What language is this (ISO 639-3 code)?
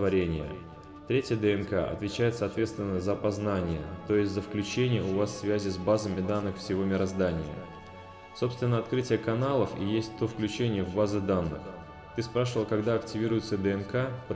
rus